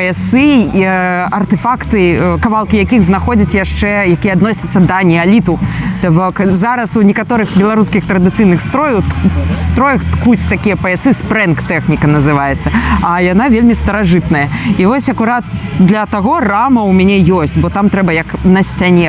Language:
Belarusian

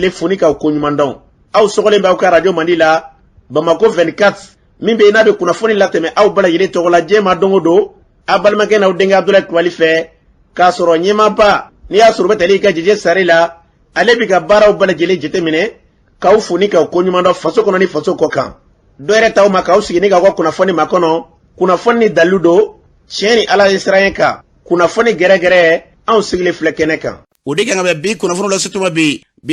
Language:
Bambara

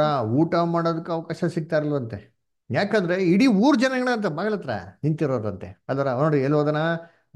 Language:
Kannada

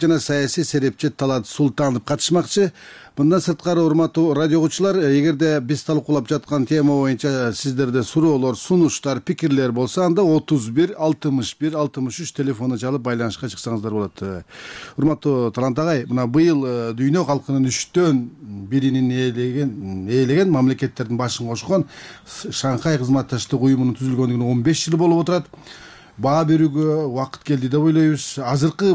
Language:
Kyrgyz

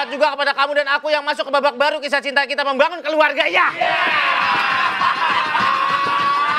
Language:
Indonesian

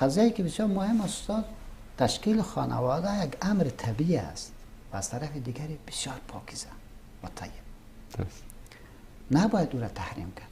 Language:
Persian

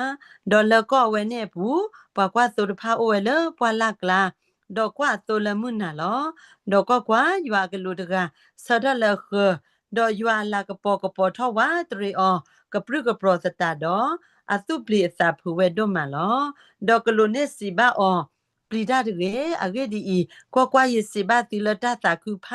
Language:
S'gaw Karen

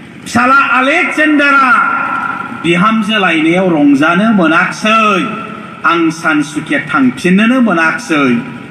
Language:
Bodo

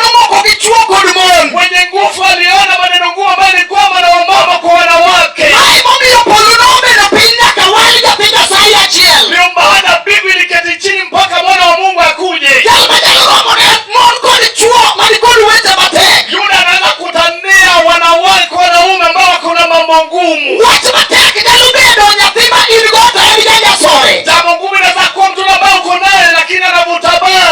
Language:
Luo (Kenya and Tanzania)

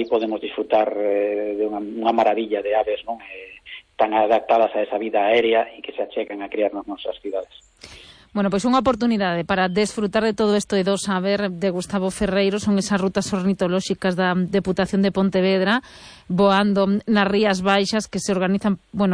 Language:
Galician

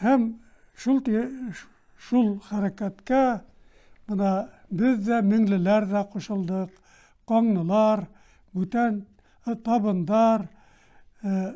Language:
Bashkir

